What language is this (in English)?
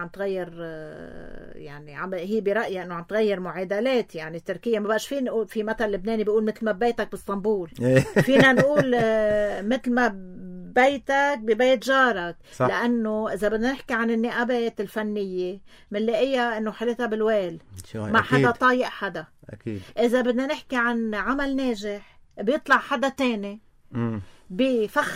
North Levantine Arabic